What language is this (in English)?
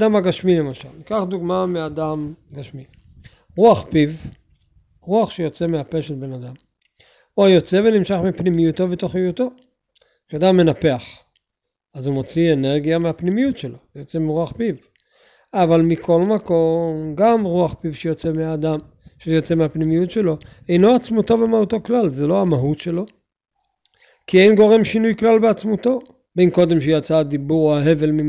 Hebrew